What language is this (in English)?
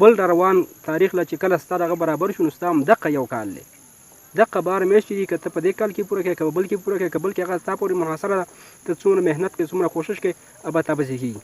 Pashto